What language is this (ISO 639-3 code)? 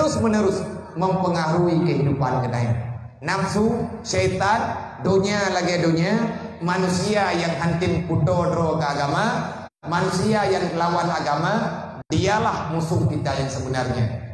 ace